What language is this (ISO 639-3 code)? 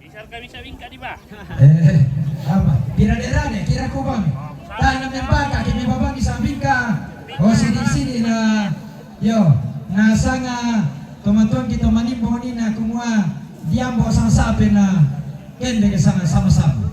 sda